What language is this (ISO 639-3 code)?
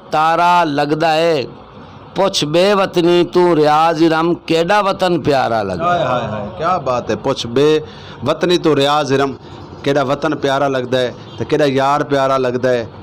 skr